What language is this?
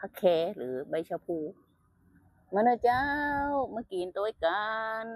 Lao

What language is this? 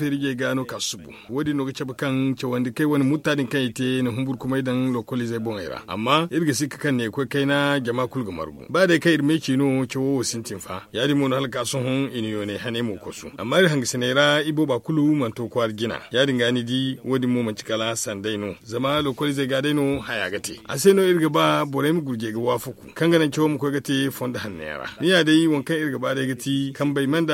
Zarma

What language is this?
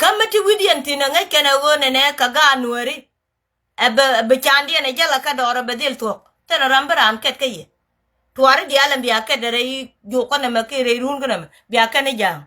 Nuer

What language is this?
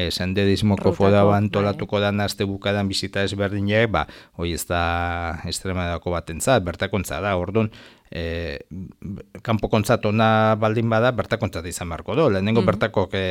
Basque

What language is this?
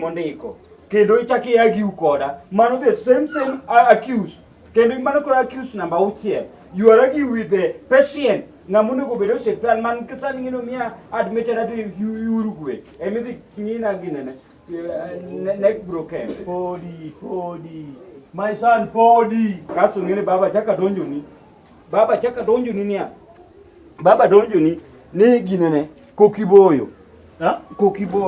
Luo (Kenya and Tanzania)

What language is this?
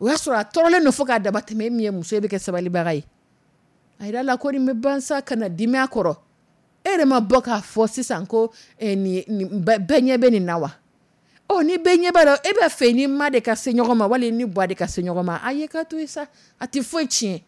Dyula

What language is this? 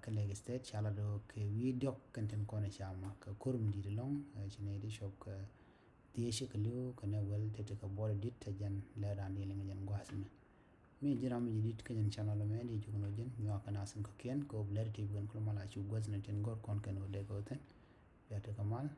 Nuer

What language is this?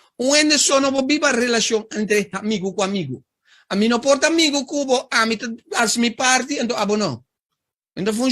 Papiamento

